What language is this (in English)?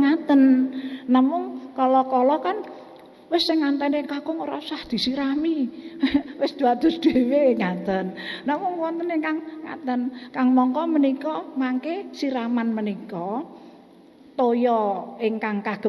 Javanese